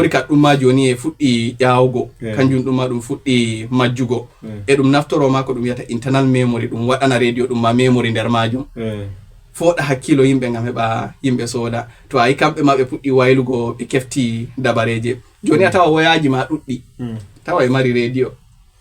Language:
Fula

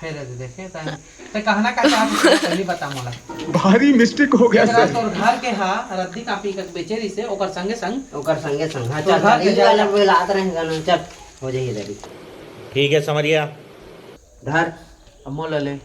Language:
Chhattisgarhi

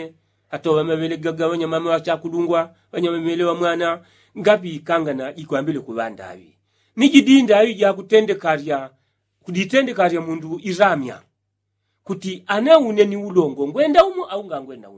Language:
Yao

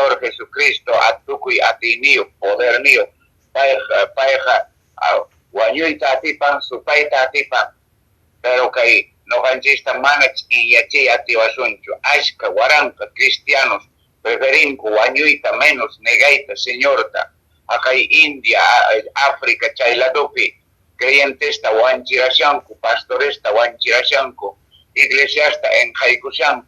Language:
Quechua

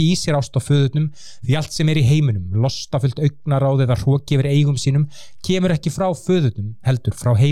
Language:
Icelandic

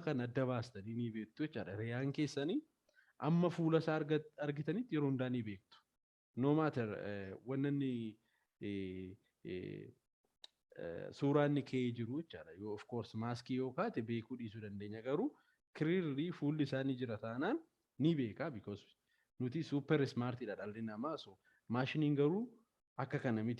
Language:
Oromo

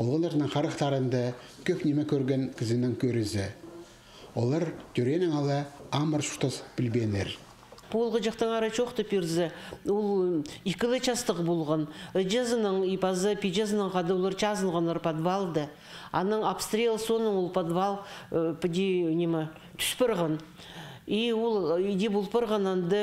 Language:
Khakas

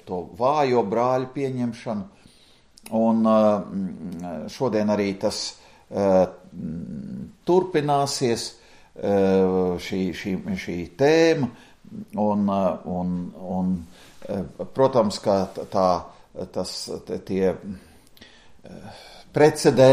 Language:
Latvian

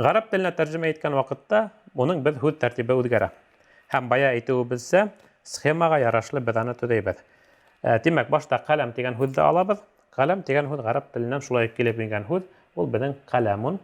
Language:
Bashkir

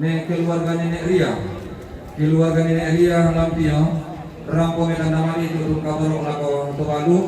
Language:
Toraja-Sa'dan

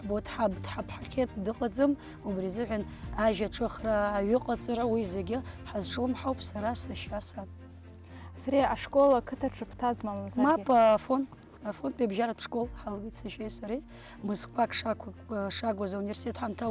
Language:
Abkhazian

